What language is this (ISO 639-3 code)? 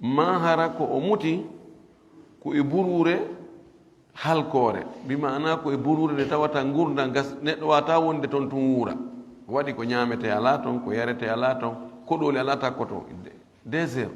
ful